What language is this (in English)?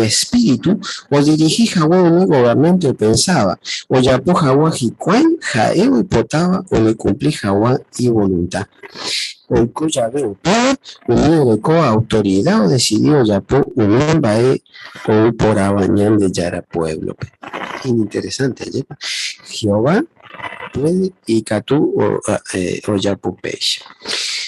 Guarani